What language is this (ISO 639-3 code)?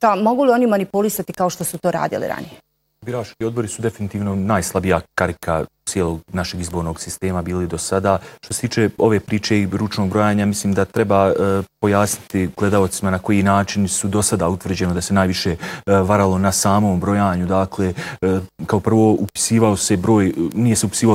bos